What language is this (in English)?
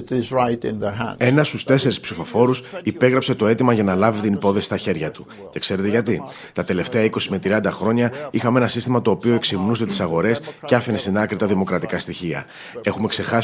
Greek